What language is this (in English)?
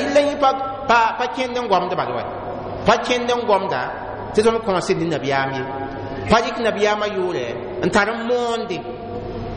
Mossi